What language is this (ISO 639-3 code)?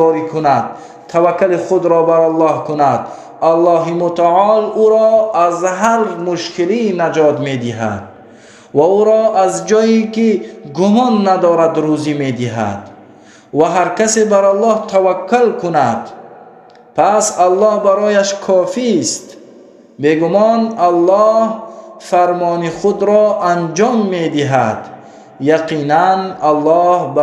tgk